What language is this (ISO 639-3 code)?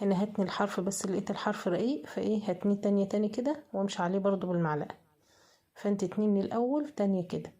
arz